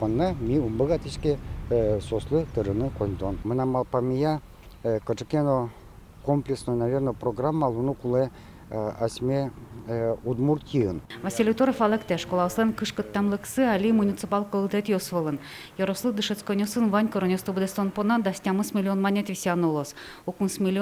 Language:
Udmurt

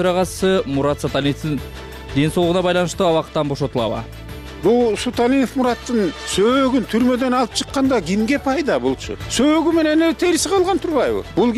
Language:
Kyrgyz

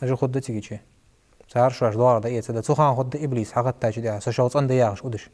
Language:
Ingush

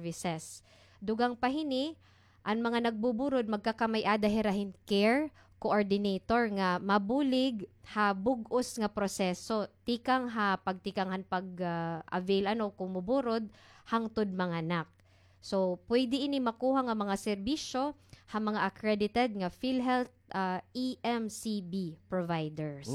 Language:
Waray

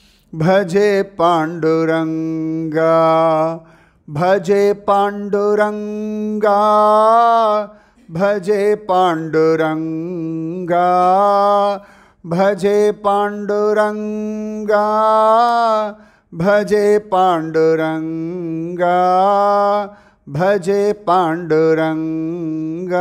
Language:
Tamil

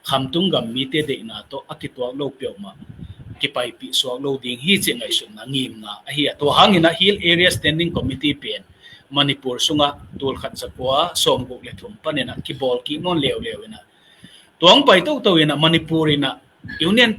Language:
Tedim Chin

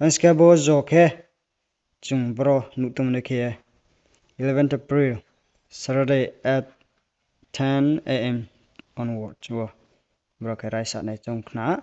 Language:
Riang (India)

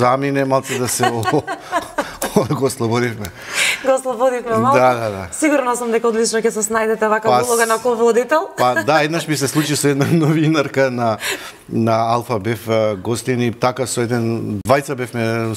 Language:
Macedonian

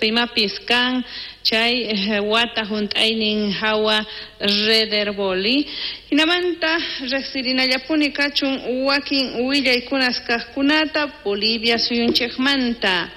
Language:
South Bolivian Quechua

